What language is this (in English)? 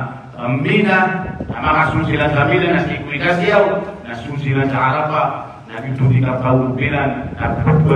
Maranao